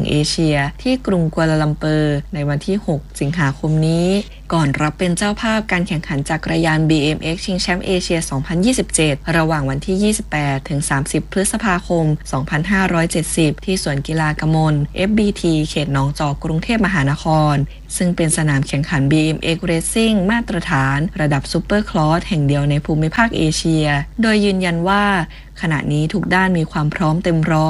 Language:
Thai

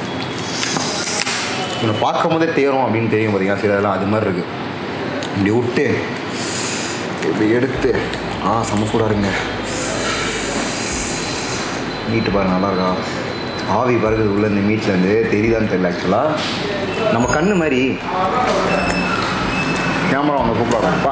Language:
Tamil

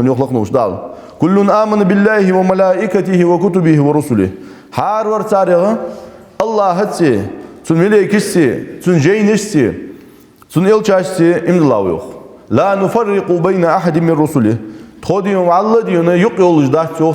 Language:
Ingush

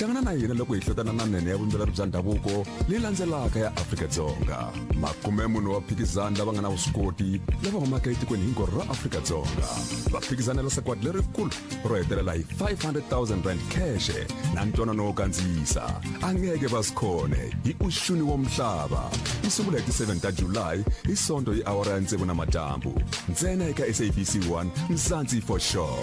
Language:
Tsonga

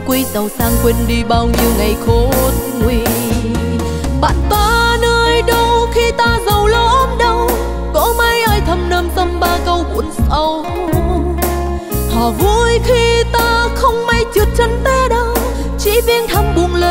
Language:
Vietnamese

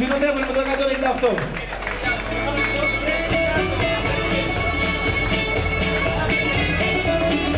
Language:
Greek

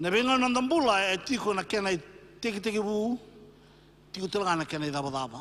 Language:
Fijian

